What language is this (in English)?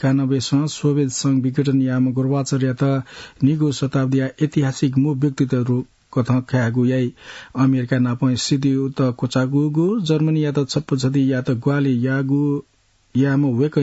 Newari